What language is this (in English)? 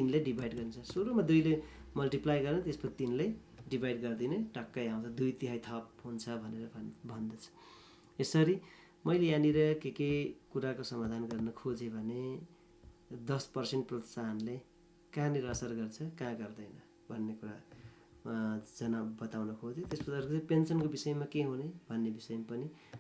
Nepali